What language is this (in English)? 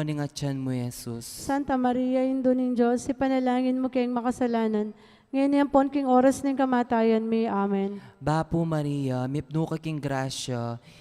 Pampanga